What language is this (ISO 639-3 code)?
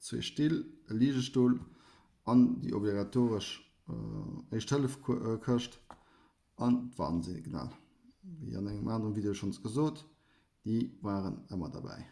ltz